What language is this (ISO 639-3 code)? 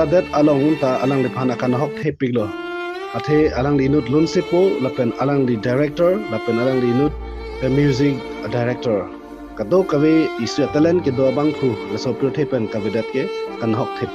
mjw